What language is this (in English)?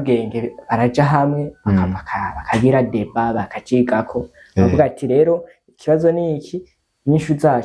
Rundi